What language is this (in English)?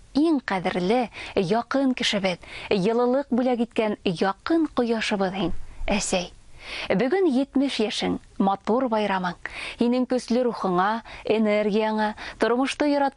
Bashkir